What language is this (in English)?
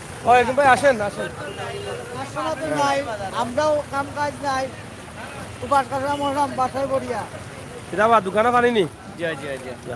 Sylheti